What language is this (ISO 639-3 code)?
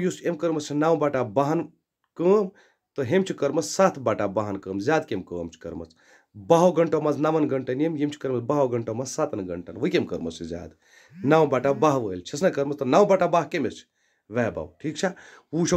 kas